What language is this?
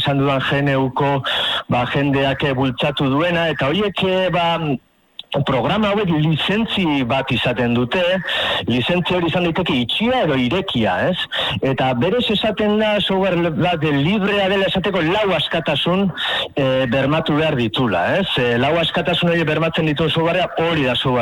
Basque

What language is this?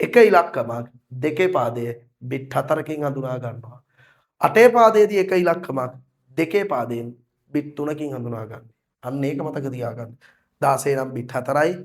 Sinhala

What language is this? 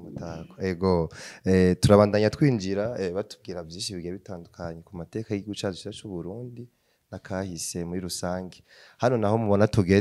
Rundi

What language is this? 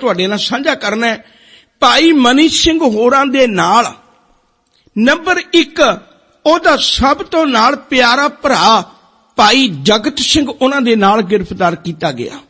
Punjabi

